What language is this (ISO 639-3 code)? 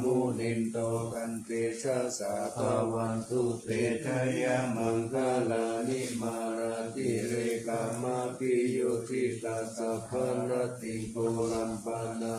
pli